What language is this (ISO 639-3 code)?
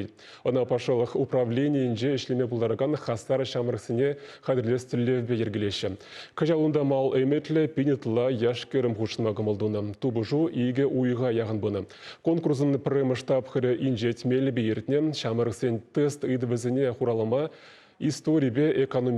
chv